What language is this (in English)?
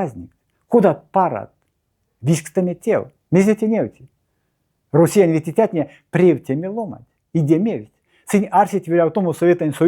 Erzya